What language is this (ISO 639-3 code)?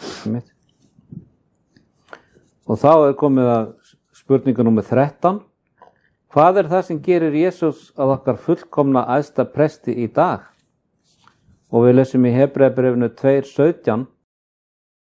isl